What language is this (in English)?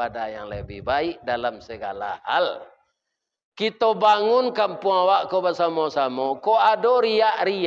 Minangkabau